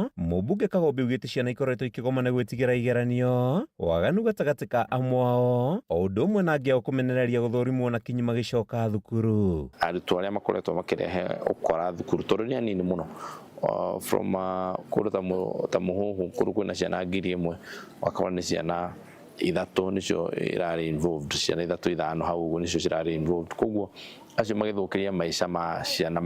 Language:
Kikuyu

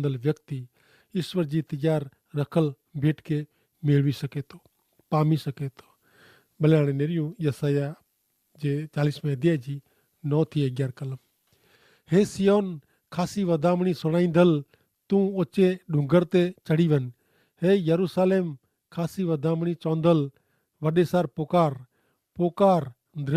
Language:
Kachhi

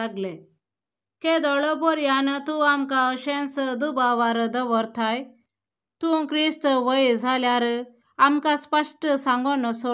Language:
Konkani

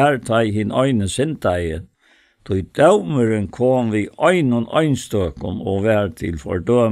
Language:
Faroese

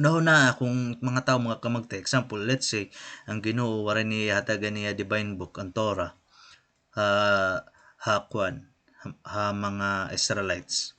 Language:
Waray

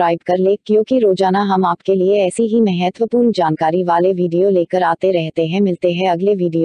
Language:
Hindi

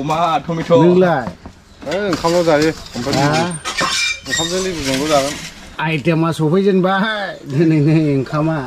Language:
Bodo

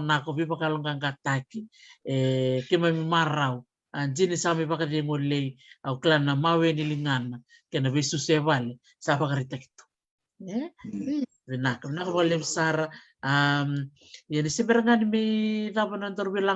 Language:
Fijian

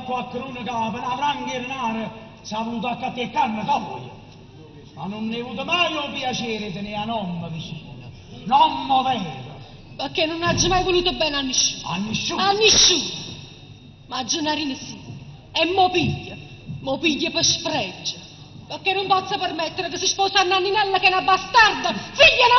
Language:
Neapolitan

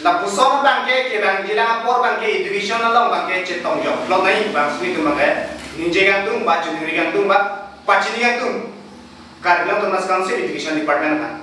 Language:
Karbi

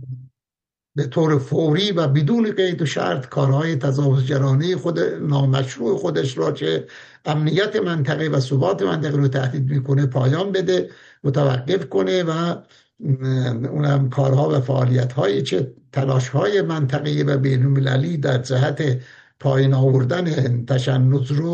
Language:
Persian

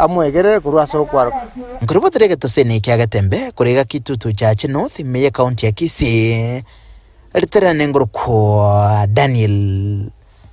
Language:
Gusii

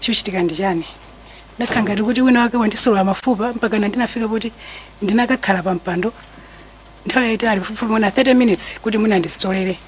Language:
Nyanja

